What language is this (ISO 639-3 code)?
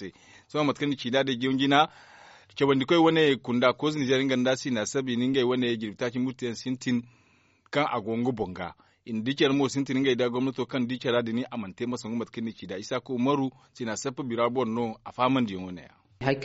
dje